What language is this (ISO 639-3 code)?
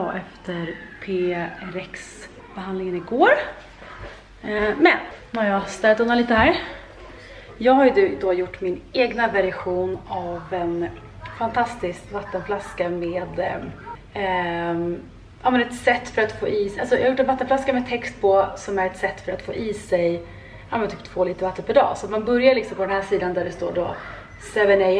swe